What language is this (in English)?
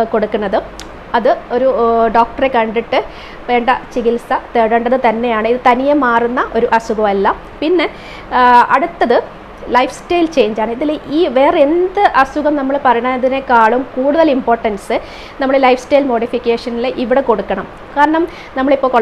Malayalam